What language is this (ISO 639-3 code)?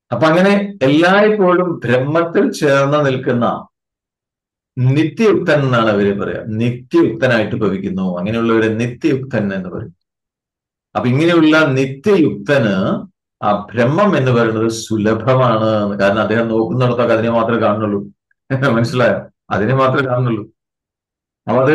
mal